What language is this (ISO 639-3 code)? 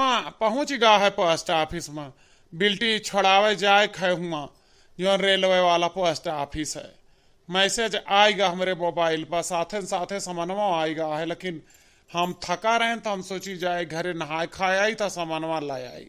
awa